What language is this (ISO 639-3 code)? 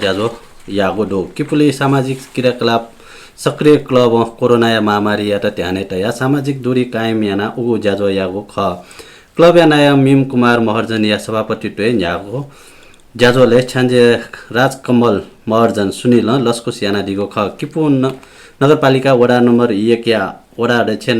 new